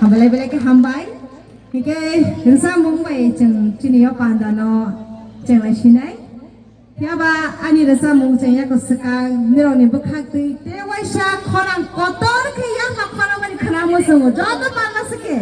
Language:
Kok Borok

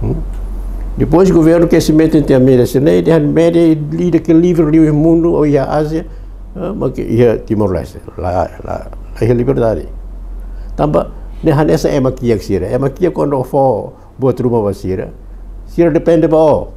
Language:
Tetum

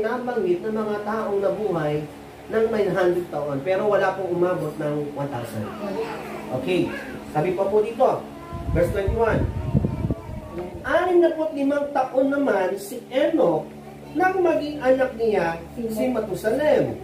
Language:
Filipino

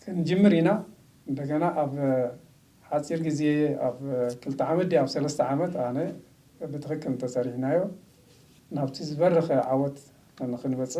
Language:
Tigrinya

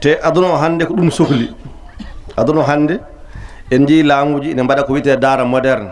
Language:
Fula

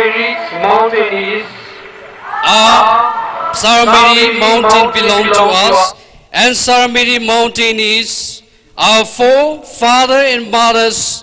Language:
Tangkhul Naga (India)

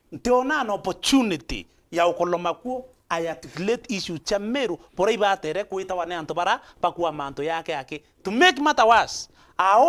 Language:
Meru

